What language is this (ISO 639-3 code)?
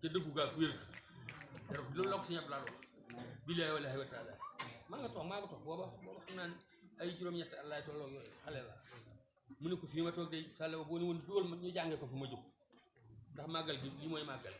wol